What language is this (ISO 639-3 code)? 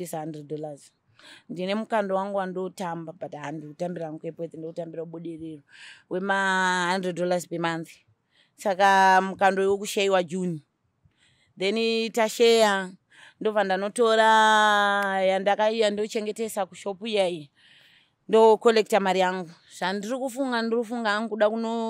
sna